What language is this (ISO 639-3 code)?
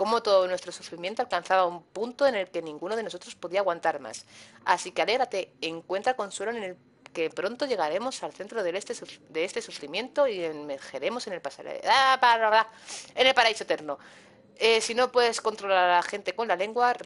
spa